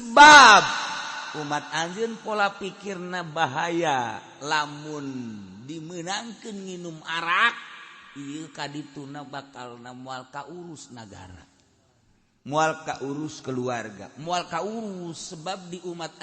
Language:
Sundanese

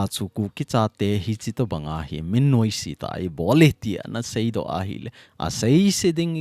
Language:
Thado Chin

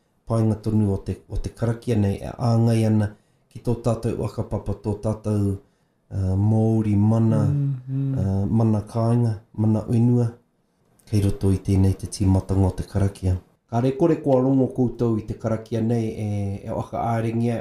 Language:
Māori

